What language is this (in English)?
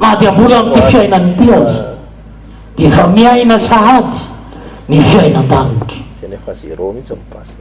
Malagasy